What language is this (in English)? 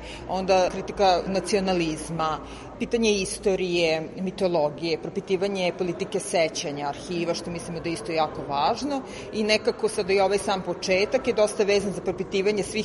Serbian